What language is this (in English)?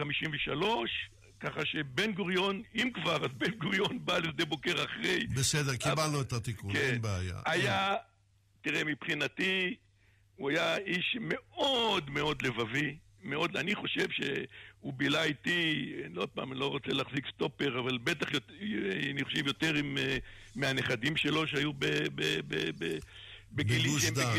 Hebrew